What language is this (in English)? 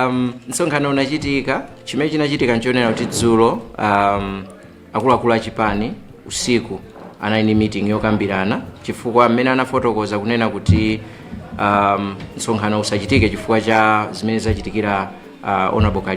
Nyanja